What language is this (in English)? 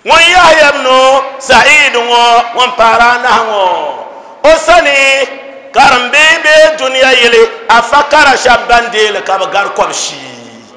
Dagbani